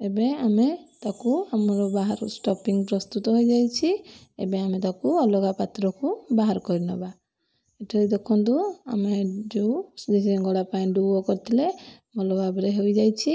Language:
Odia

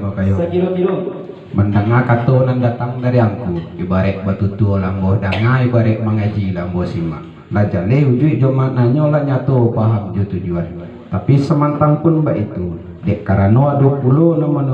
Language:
Minangkabau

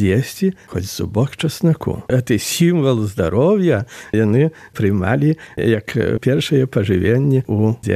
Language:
Belarusian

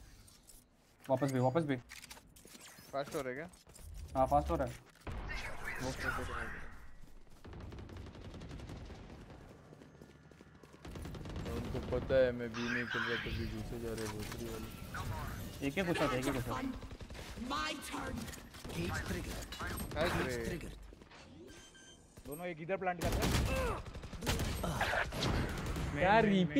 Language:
Hindi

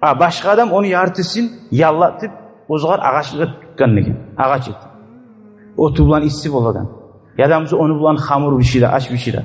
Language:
Kumyk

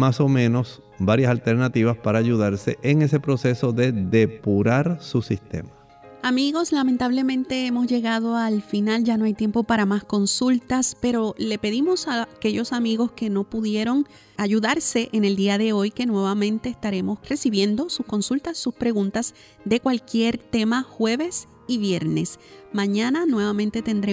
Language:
Spanish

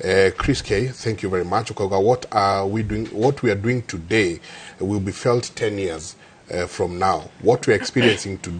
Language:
Kikuyu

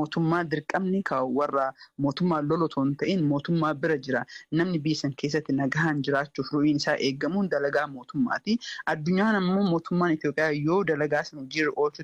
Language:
Oromo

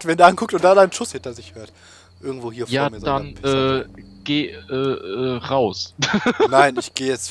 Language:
German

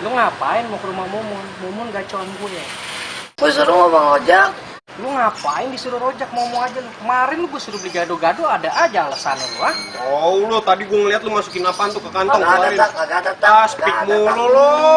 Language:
Betawi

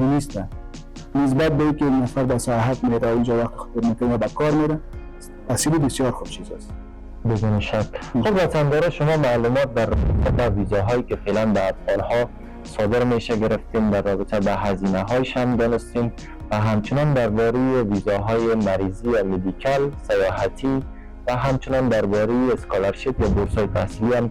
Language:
Persian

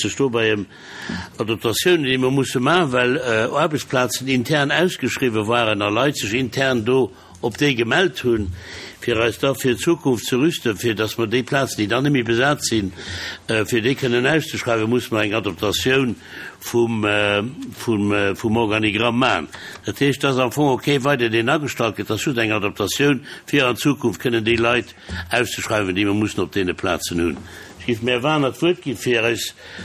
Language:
Luxembourgish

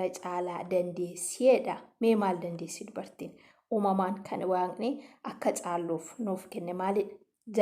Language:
Oromo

